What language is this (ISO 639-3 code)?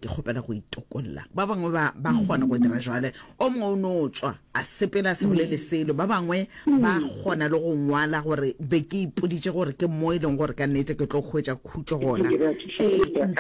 nso